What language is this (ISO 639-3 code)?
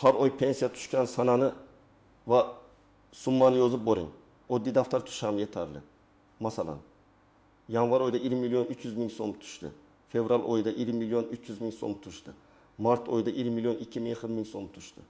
uzb